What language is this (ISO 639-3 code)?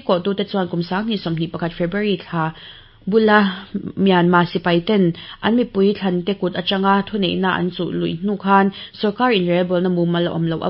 lus